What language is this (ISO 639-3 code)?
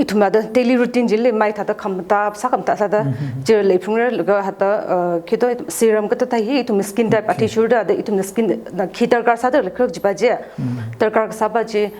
nmf